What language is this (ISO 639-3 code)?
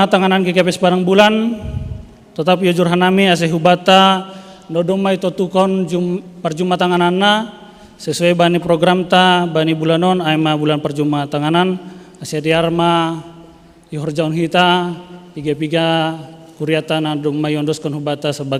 bts